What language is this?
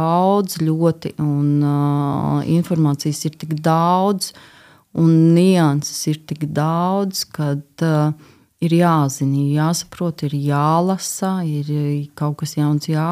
Latvian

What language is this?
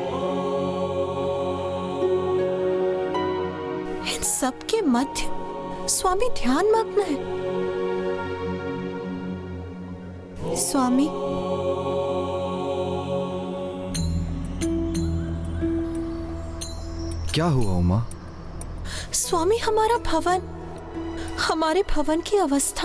Hindi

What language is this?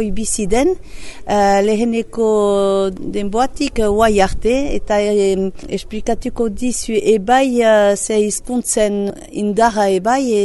Basque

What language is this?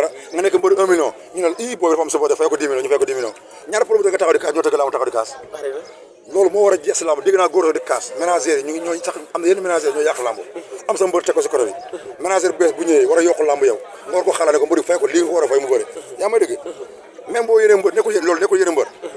Wolof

